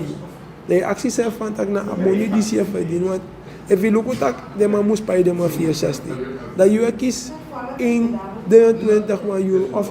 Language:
Sranan Tongo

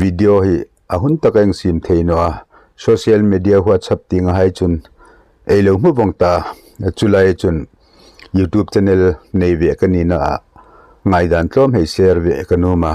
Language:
Hmar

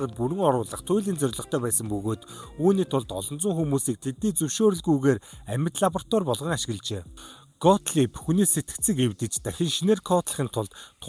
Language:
Mongolian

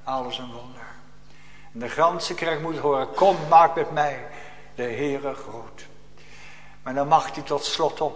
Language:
Dutch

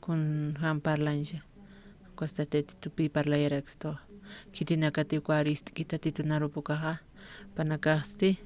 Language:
Aymara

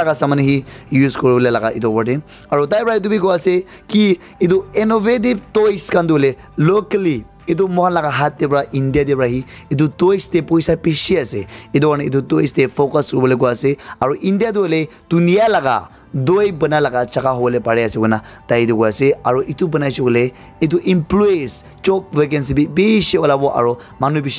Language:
Naga Pidgin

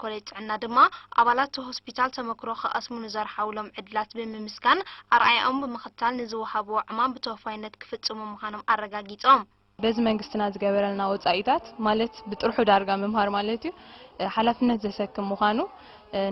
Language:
Tigrinya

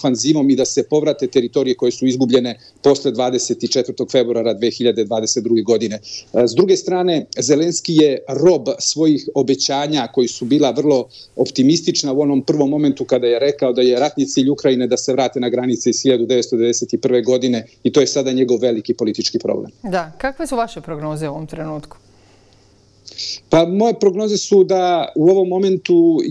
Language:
Serbian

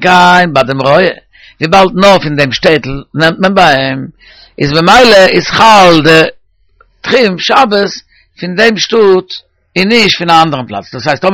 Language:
Yiddish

